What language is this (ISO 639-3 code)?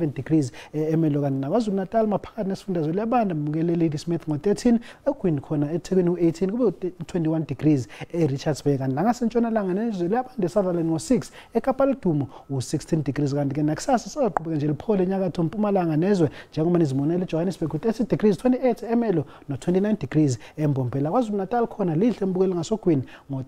zul